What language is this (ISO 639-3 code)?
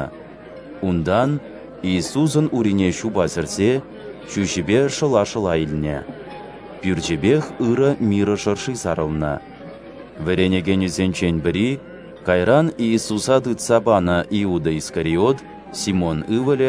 chv